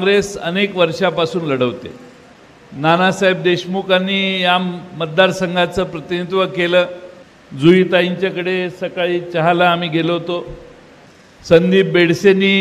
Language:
Marathi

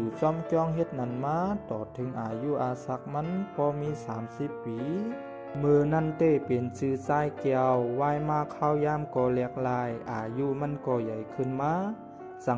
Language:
Shan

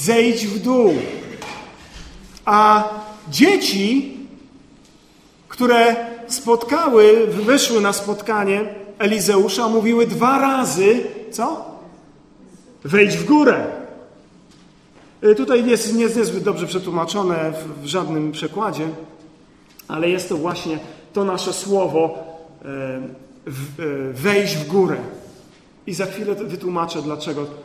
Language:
Polish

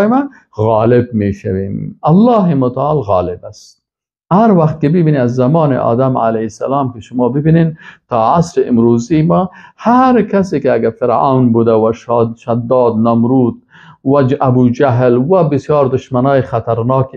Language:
Persian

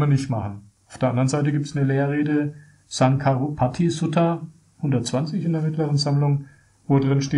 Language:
German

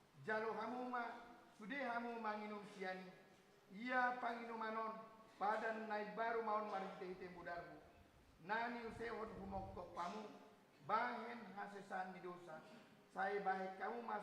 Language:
Batak Toba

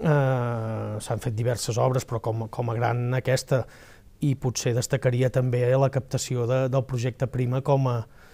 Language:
Catalan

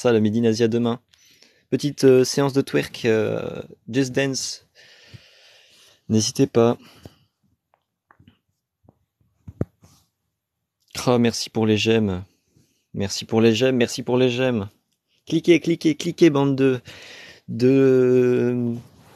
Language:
French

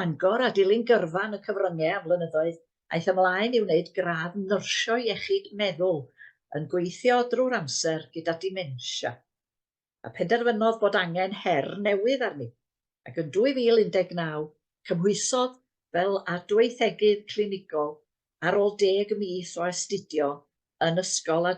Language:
Welsh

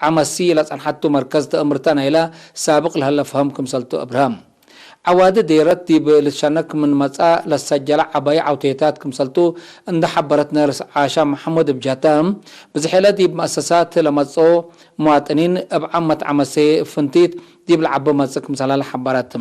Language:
Tigre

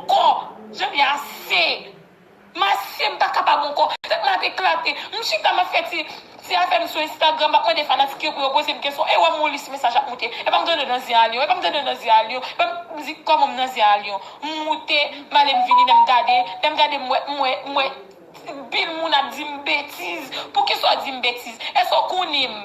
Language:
Haitian Creole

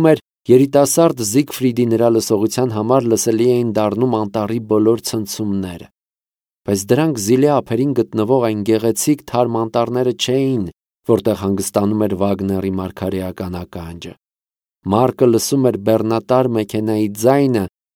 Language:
Armenian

